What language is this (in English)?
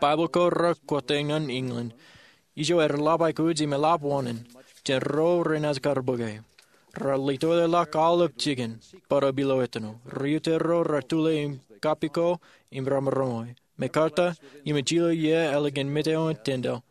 Marshallese